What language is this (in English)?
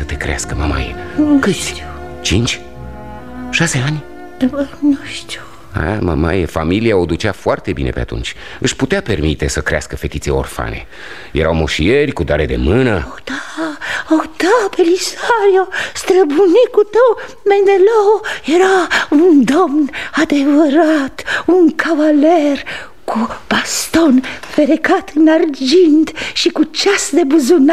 Romanian